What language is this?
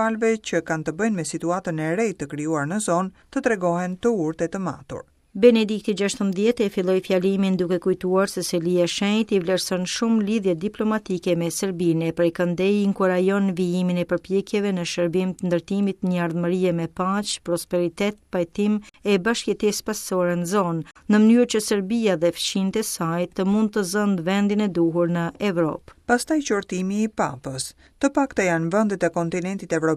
Albanian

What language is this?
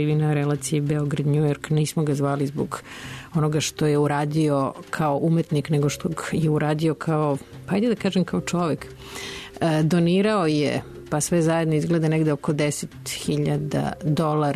Serbian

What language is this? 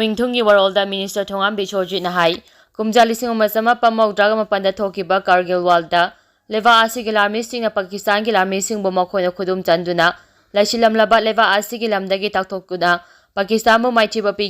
Manipuri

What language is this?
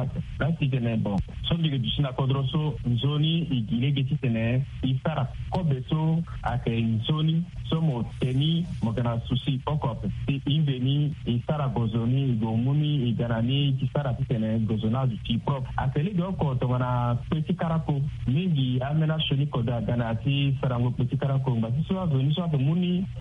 Sango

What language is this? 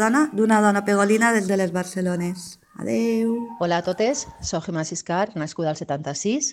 Catalan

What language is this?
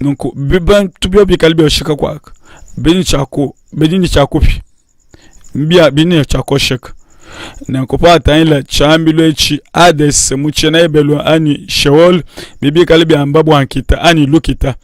Luba-Lulua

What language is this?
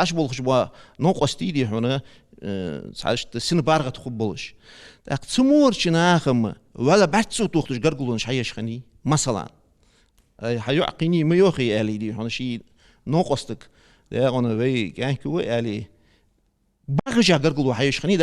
Ingush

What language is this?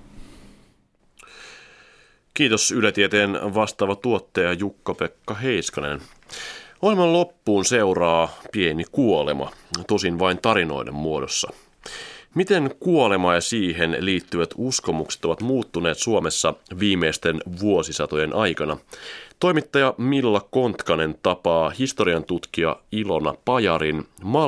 Finnish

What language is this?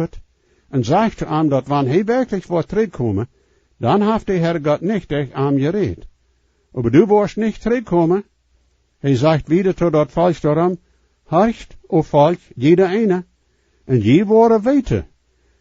Plautdietsch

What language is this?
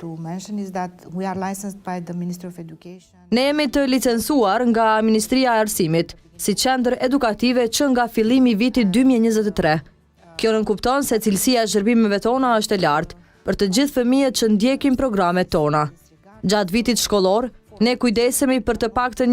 Albanian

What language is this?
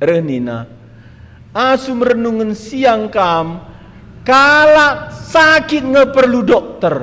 Batak Karo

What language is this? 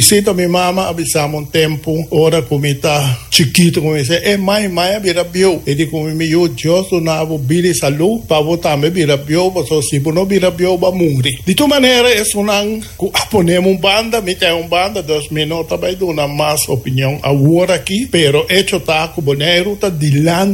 Papiamento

